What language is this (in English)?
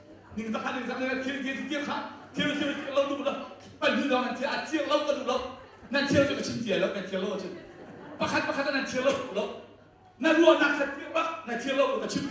Hakha Chin